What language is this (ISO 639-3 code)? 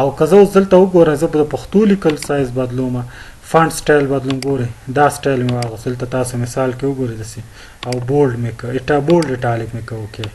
pus